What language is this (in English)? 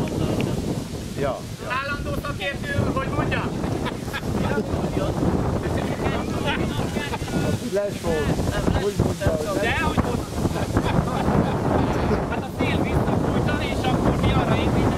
Hungarian